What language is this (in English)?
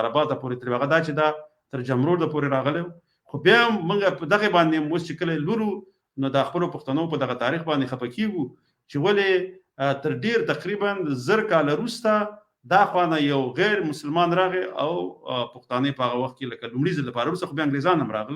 Pashto